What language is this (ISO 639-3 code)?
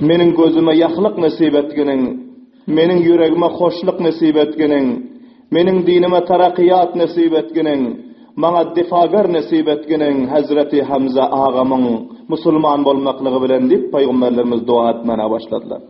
tuk